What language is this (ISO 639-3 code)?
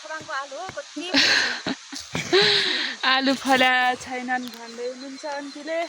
nep